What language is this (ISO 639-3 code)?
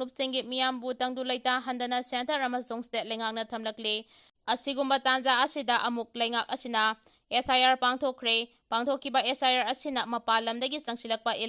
mni